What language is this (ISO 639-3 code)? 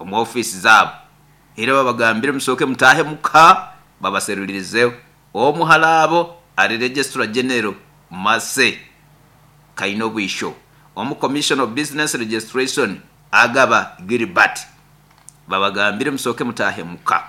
nyo